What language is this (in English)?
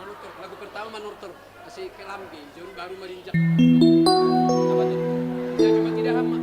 Batak Simalungun